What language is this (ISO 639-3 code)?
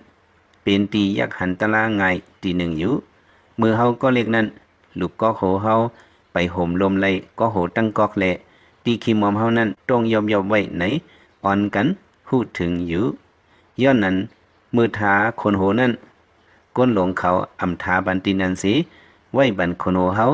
lao